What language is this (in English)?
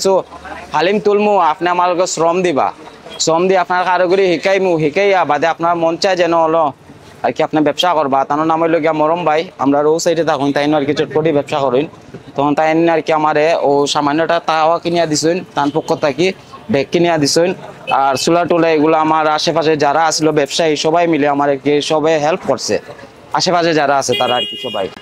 Sylheti